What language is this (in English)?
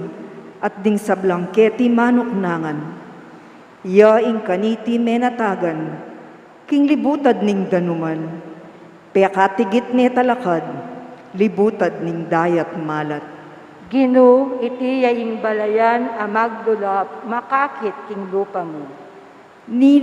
Pampanga